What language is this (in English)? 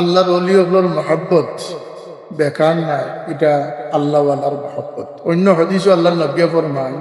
Sylheti